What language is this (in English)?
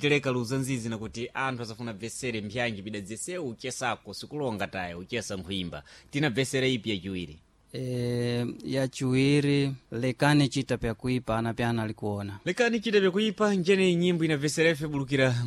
Sena